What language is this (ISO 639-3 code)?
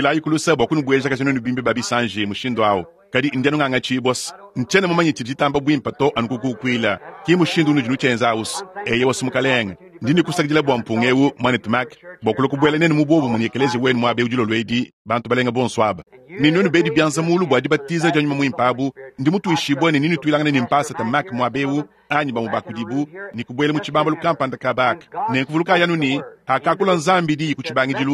lua